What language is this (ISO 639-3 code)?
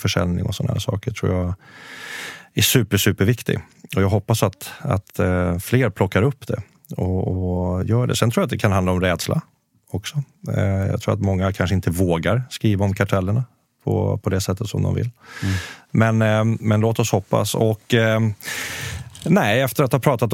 swe